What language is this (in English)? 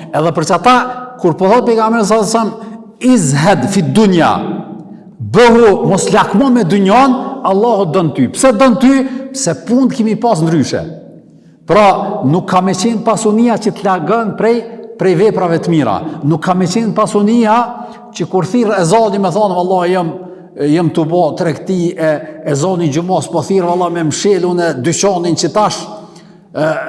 Albanian